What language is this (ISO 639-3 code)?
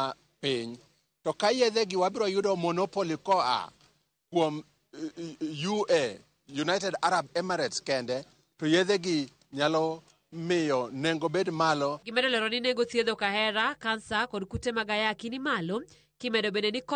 luo